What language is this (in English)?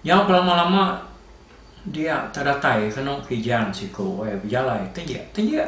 Iban